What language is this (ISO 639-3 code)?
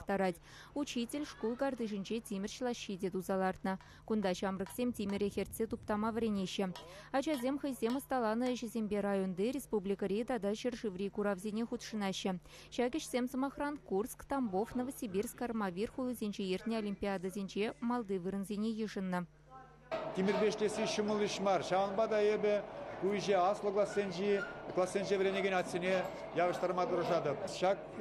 chv